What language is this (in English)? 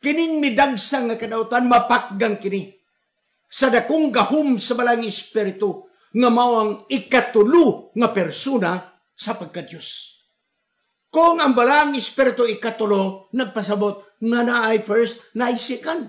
Cebuano